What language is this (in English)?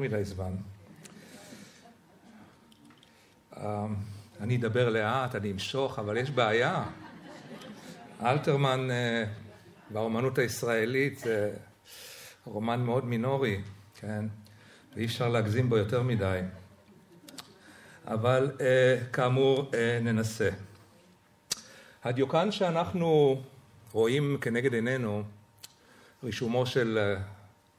Hebrew